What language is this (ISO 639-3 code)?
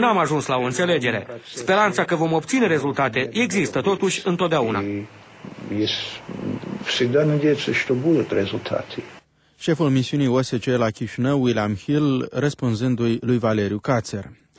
ron